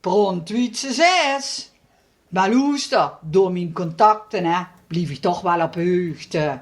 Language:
Limburgish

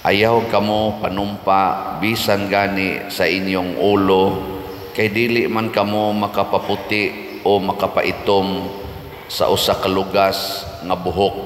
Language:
Cebuano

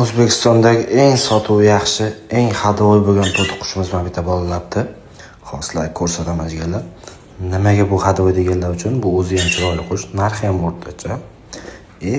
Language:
Uzbek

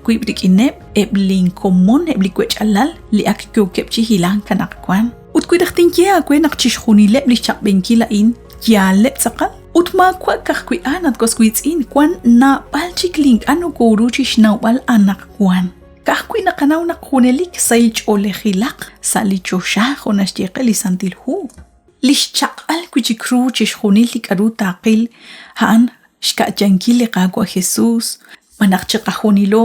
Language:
Kekchí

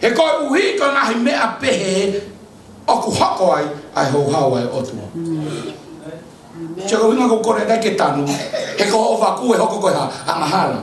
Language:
Tongan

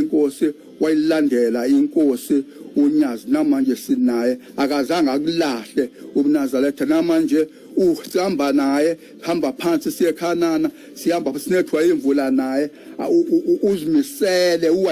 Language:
Zulu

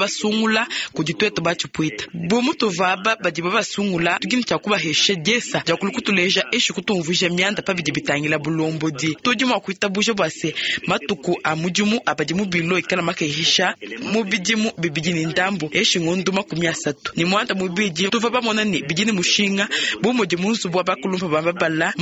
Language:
Luba-Lulua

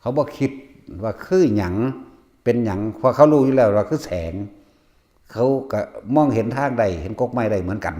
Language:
Northeastern Thai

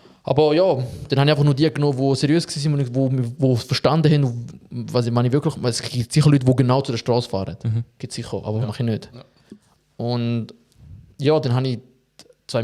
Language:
Swiss German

